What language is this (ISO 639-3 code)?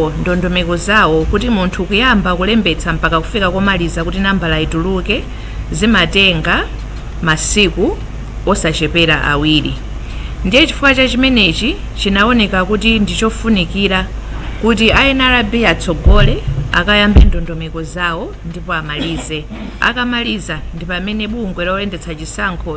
nya